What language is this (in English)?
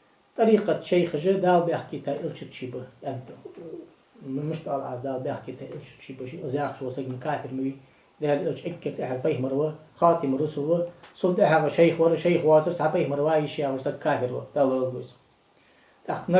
Ingush